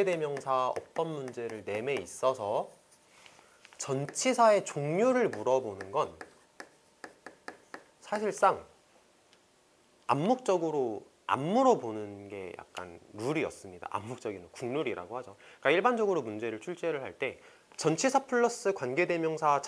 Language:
Korean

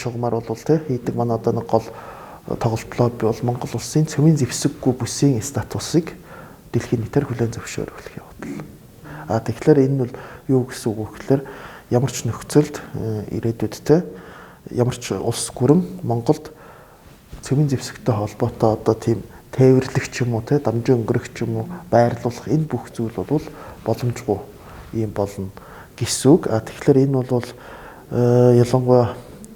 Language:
Mongolian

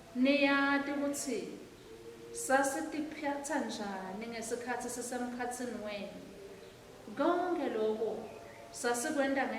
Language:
Swati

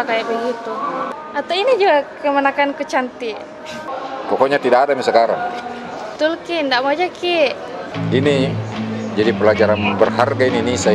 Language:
Makassar Malay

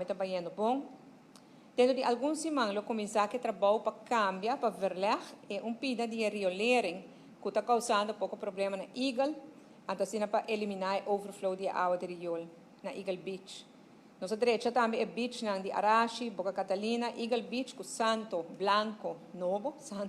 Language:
Papiamento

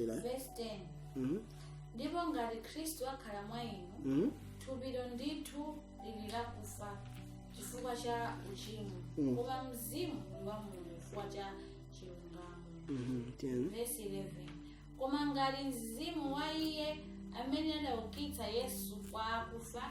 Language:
Nyanja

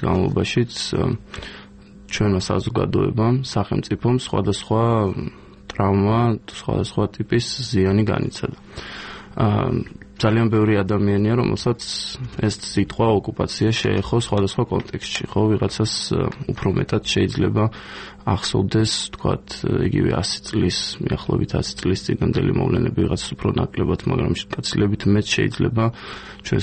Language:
Georgian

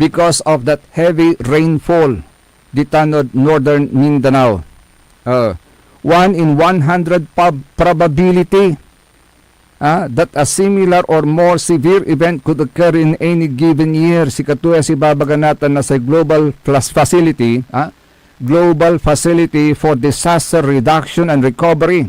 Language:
Pangasinan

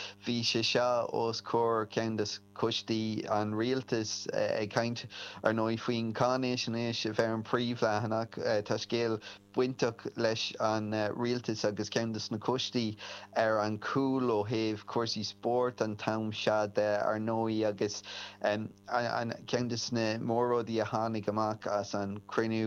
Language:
Irish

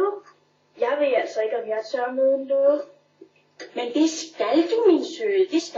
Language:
Danish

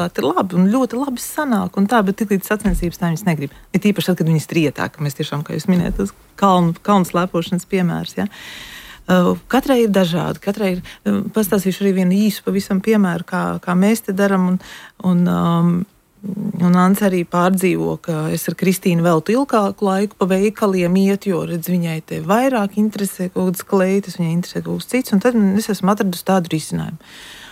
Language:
Latvian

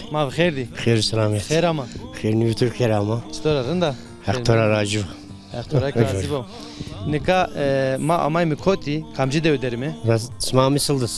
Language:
Zaza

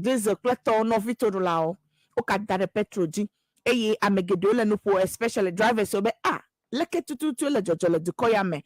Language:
Ewe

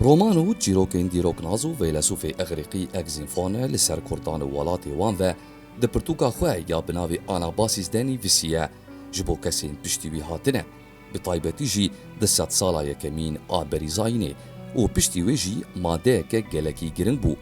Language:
Kurdish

